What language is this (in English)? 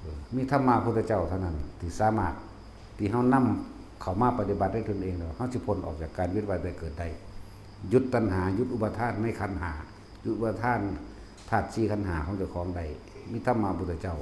Northeastern Thai